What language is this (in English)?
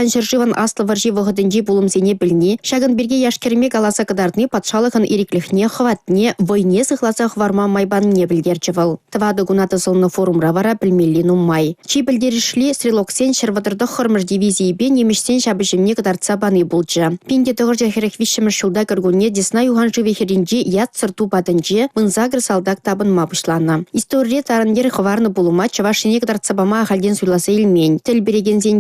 Chuvash